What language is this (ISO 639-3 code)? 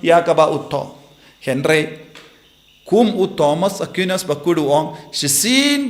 kha